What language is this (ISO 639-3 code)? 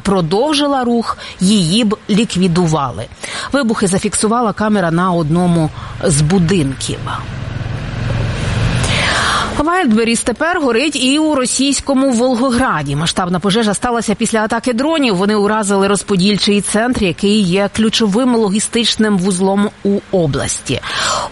ukr